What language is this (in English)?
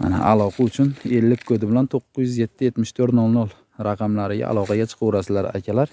Uzbek